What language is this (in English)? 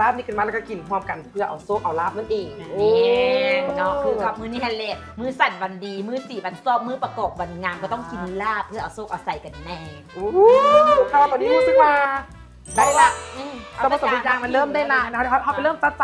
Lao